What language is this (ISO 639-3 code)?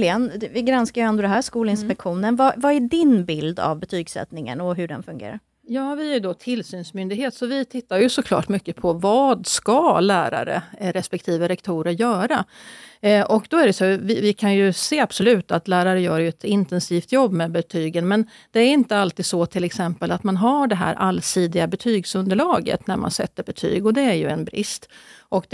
swe